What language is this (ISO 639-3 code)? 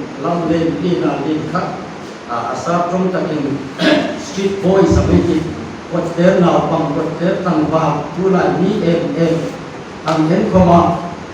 hmr